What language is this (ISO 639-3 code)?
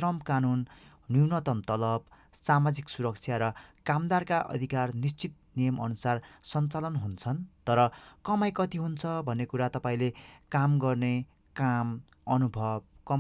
nep